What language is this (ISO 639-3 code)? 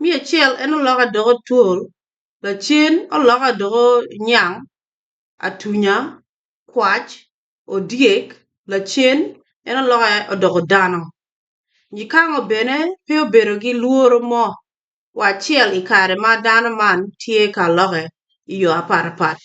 ach